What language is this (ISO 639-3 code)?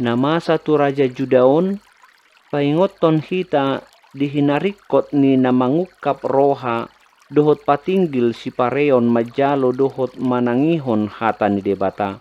bbc